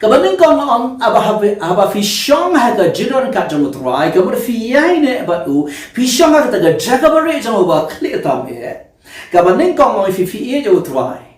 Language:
Khasi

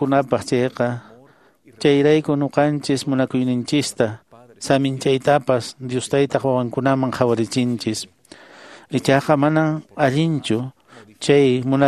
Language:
Quechua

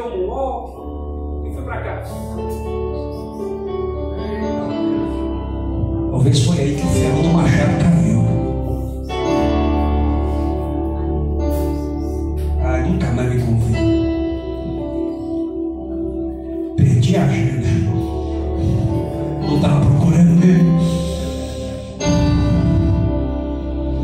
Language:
Portuguese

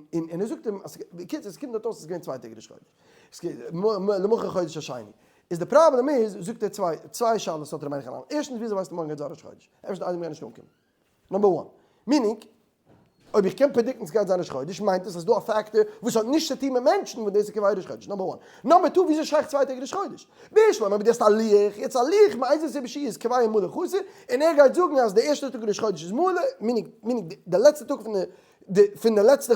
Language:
Yiddish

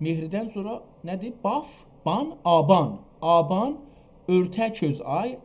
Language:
South Azerbaijani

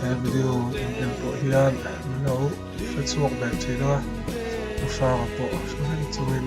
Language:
Mizo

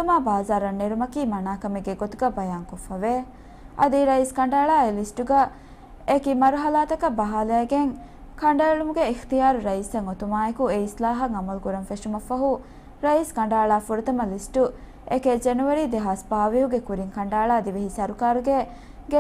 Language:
Divehi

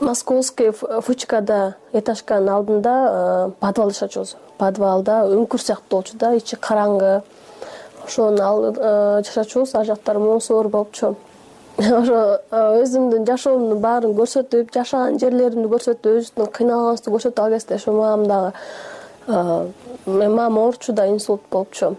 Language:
Kyrgyz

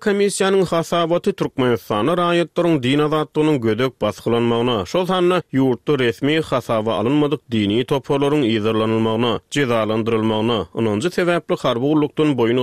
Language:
Turkmen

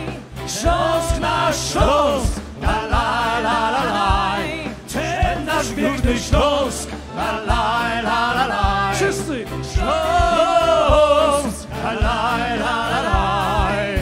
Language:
Silesian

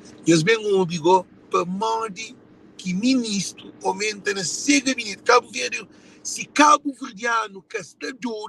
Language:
Kabuverdianu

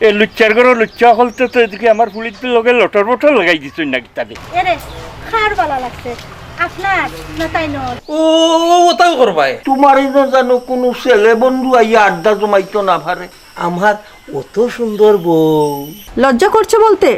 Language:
Sylheti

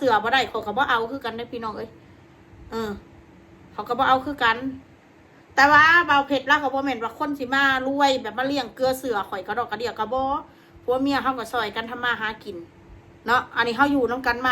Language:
Northeastern Thai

